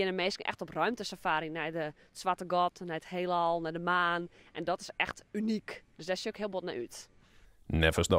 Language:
Western Frisian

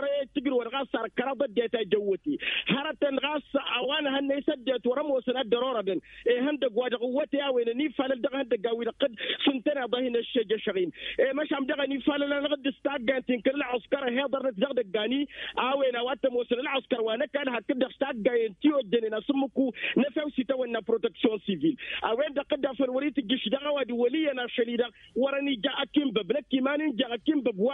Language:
Tamasheq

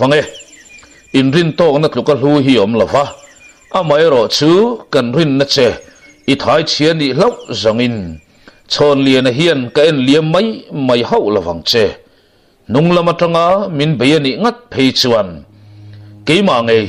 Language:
Mizo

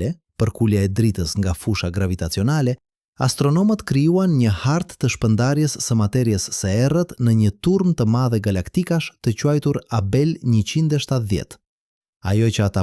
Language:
Albanian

